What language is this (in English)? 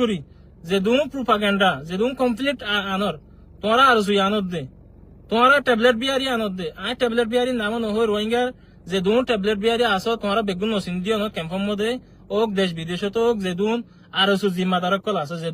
Rohingya